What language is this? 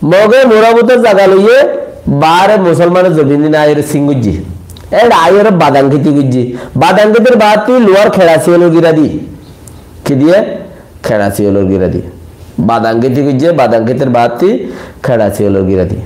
Rohingya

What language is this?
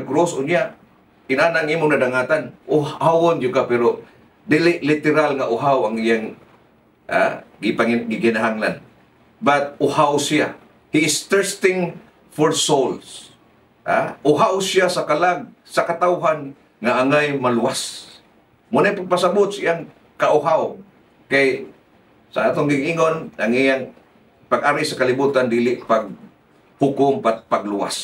Cebuano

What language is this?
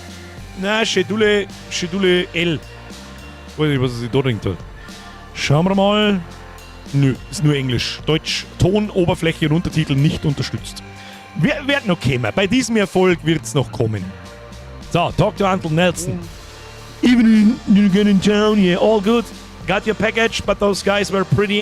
Bavarian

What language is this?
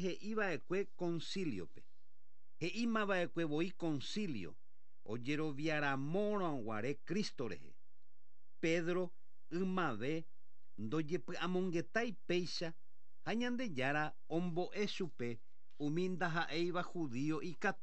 Guarani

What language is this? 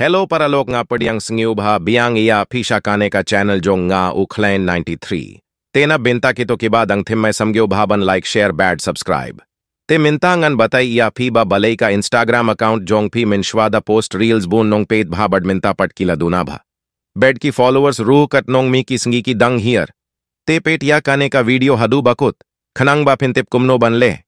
Khasi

